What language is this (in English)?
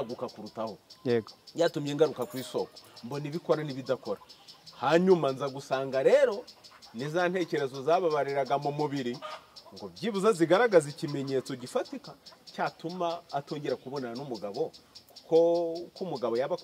Kinyarwanda